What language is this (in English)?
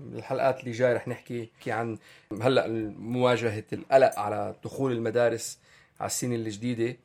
North Levantine Arabic